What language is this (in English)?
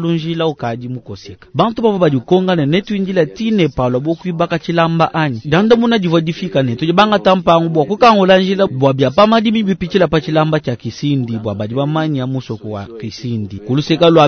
Luba-Lulua